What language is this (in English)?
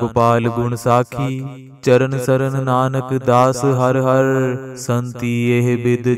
Punjabi